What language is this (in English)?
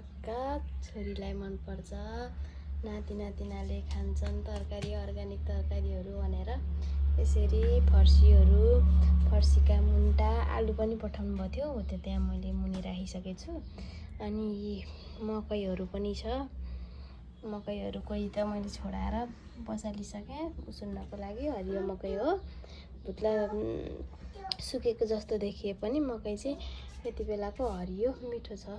Nepali